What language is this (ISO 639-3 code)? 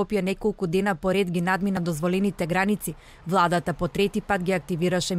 mkd